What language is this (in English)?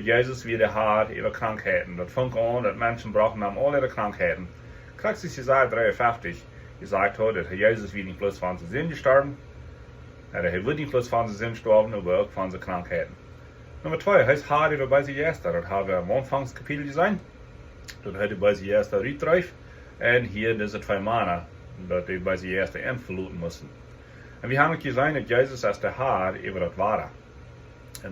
Plautdietsch